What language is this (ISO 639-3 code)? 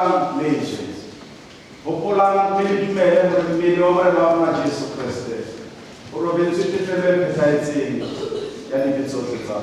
sot